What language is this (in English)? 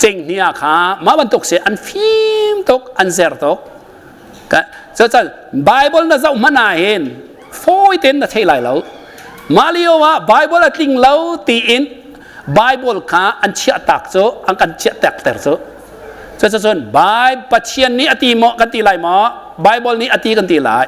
Hakha Chin